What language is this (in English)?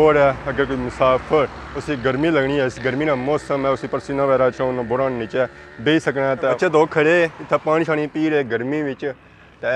Pahari-Potwari